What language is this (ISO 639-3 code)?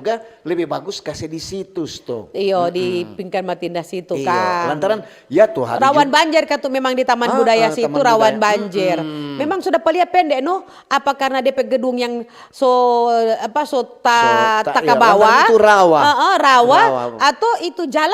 xmm